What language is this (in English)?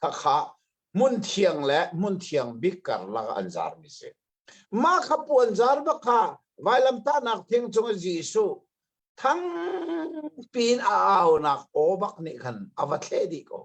Hakha Chin